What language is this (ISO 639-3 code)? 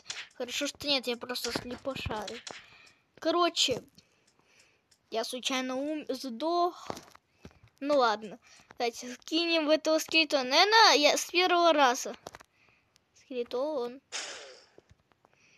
rus